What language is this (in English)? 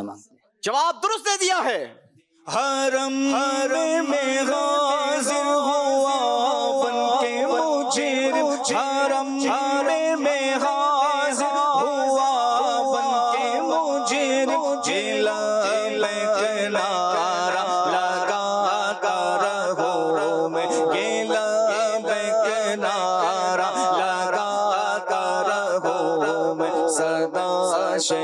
Urdu